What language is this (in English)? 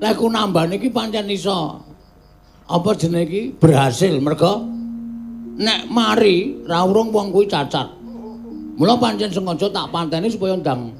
Javanese